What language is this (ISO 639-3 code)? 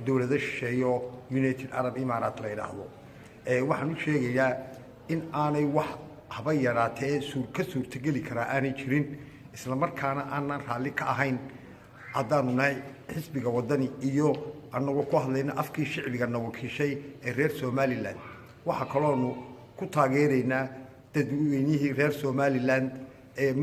som